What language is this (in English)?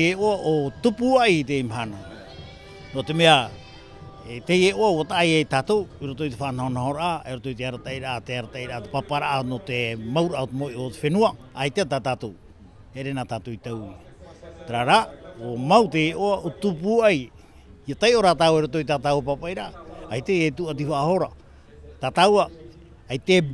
Tahitian